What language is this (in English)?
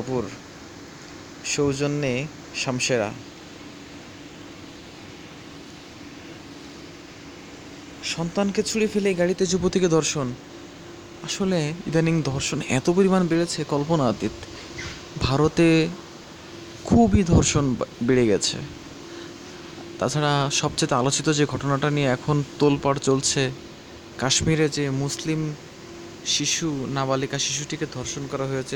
Bangla